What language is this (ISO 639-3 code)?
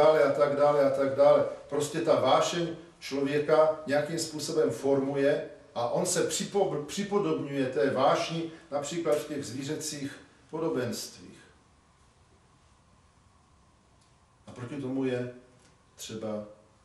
ces